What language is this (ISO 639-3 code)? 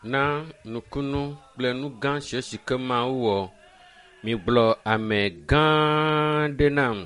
ewe